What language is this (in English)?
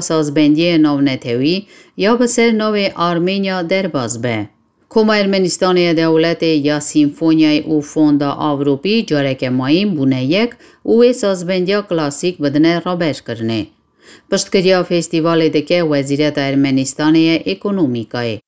Kurdish